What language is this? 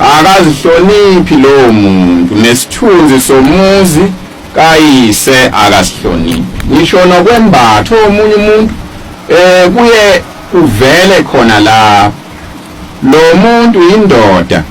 Zulu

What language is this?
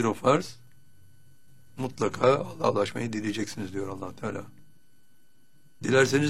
Turkish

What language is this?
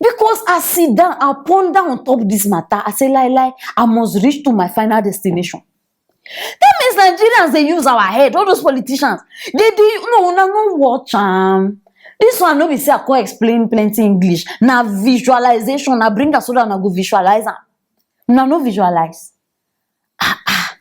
Nigerian Pidgin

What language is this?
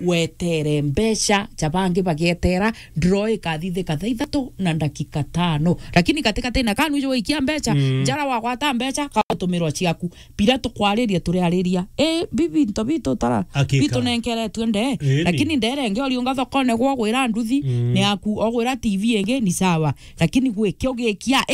Meru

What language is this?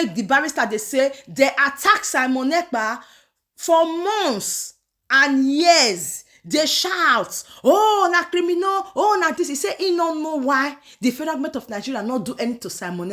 Nigerian Pidgin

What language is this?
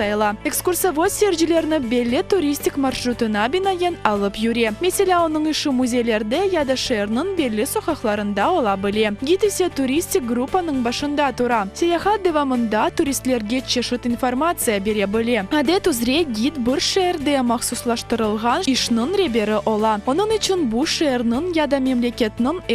Crimean Tatar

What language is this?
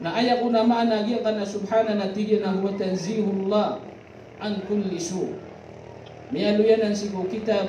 Maranao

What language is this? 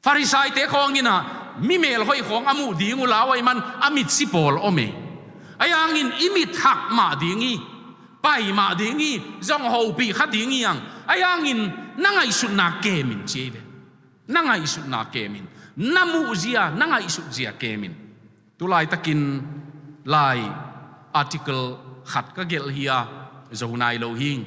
Tedim Chin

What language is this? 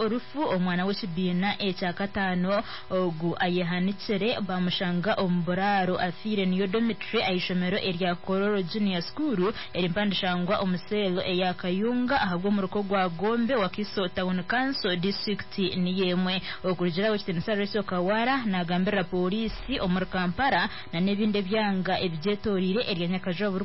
Nyankole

